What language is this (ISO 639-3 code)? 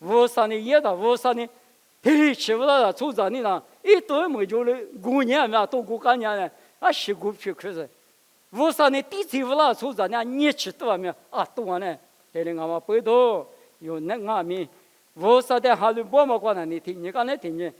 lis